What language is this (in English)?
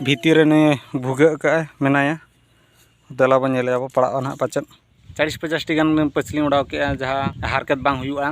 Santali